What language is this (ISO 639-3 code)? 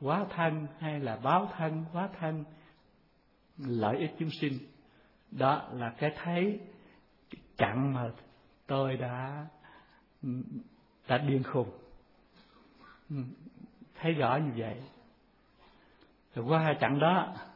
vie